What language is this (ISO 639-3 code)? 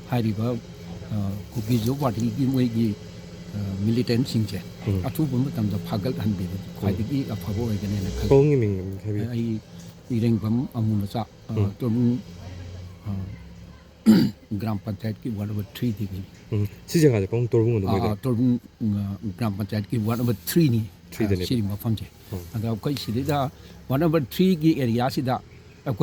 mni